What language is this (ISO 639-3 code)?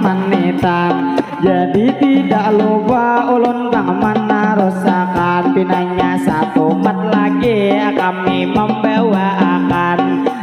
bjn